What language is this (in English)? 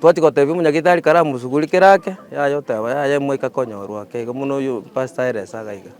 Gusii